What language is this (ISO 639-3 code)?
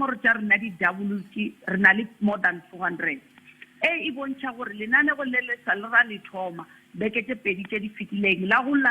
nso